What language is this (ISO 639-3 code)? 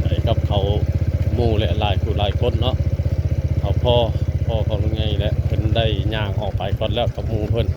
tts